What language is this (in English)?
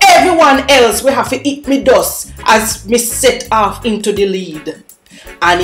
Jamaican Creole English